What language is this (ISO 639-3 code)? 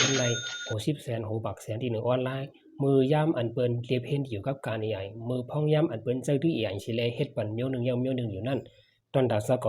shn